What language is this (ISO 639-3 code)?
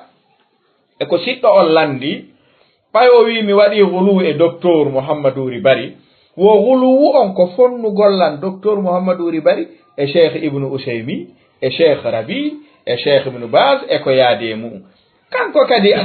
ful